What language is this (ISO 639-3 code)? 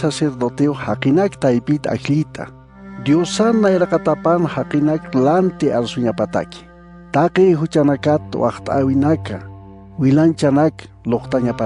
aym